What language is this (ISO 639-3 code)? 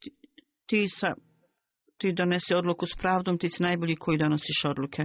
bos